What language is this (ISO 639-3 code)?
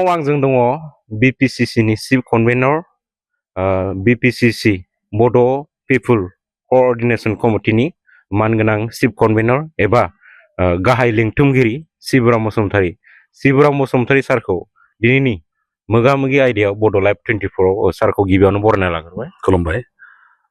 brx